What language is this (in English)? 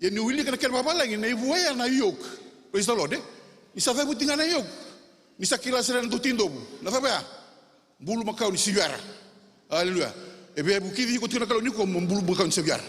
Fijian